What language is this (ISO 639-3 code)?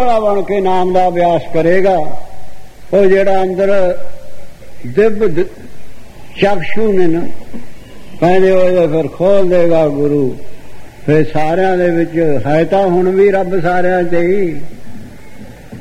pan